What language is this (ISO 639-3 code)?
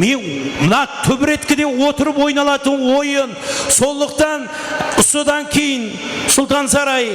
kaa